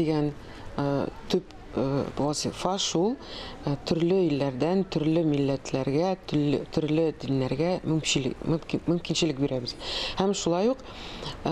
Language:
Tatar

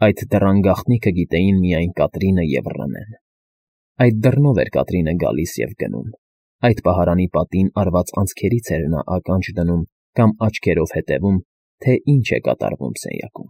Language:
Armenian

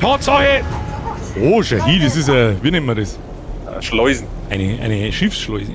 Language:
Bavarian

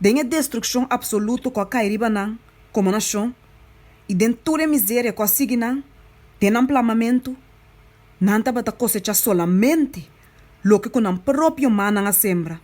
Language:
Papiamento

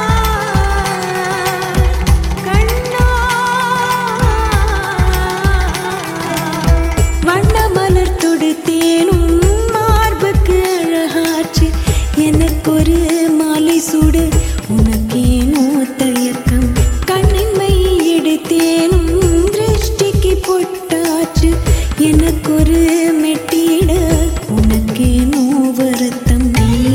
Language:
Tamil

